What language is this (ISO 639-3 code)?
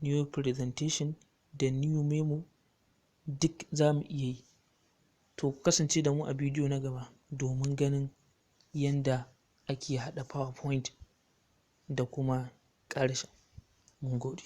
hau